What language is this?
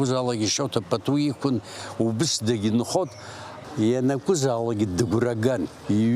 Abkhazian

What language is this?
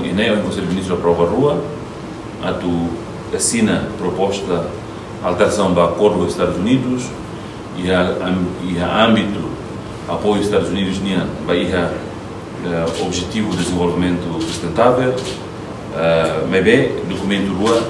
Tetum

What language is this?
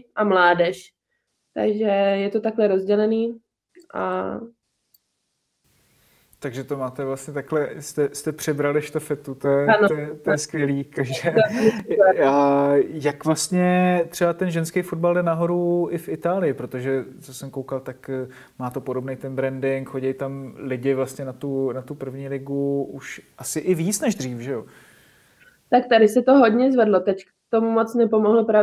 Czech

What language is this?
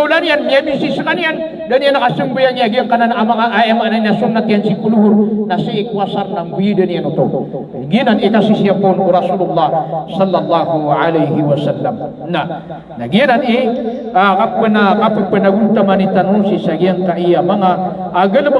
Maranao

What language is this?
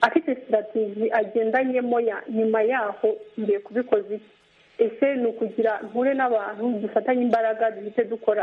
Kinyarwanda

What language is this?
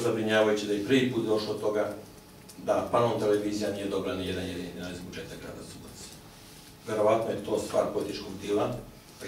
Serbian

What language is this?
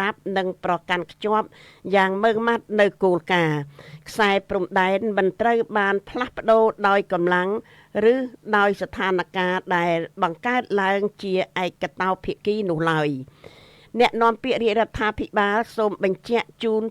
Khmer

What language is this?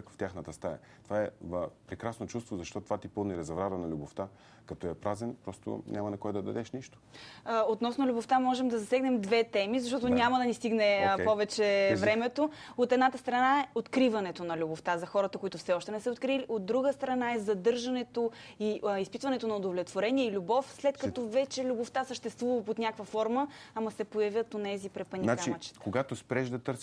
Bulgarian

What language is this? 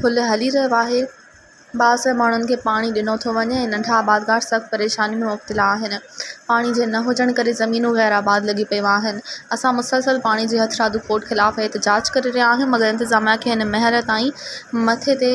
Sindhi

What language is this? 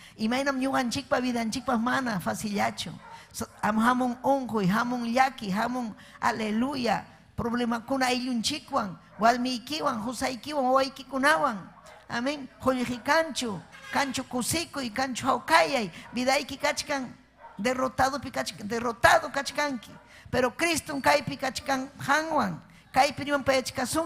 Ayacucho Quechua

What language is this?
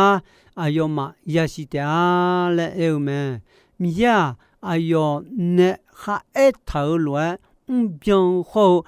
Akha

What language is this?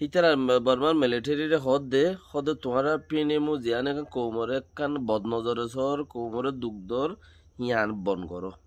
Rohingya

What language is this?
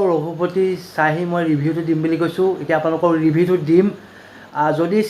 Assamese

